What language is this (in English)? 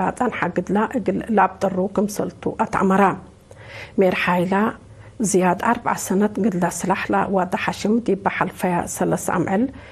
Tigre